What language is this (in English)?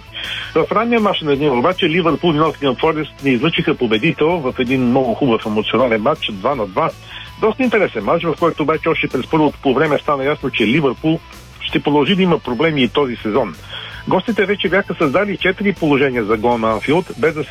Bulgarian